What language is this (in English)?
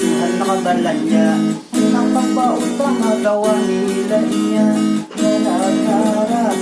Banjar